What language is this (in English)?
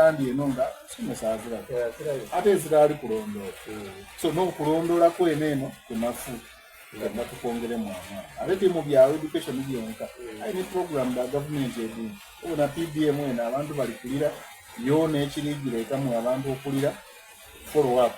Soga